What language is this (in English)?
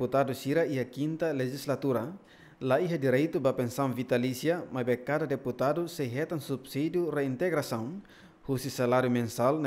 Tetum